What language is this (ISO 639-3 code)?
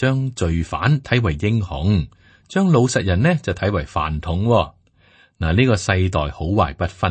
yue